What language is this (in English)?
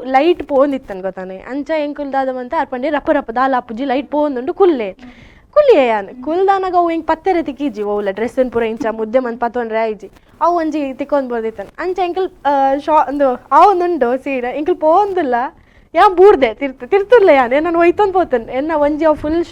Tulu